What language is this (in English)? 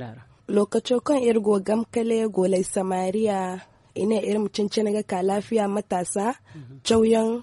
Zarma